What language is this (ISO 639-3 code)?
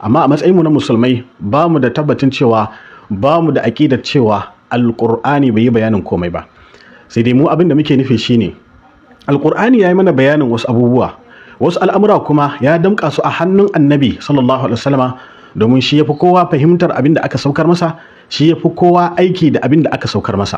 hau